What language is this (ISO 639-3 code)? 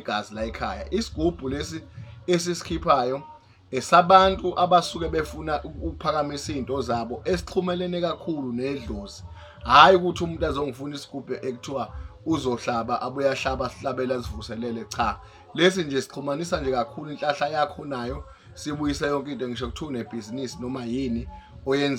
zul